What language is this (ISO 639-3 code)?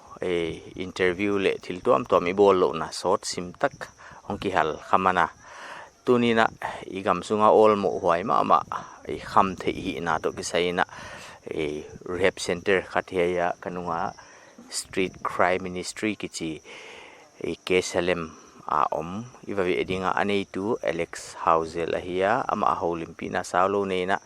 pck